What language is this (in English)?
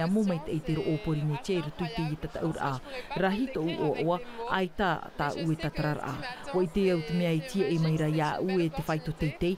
Tahitian